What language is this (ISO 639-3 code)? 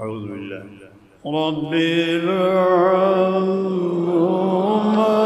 syl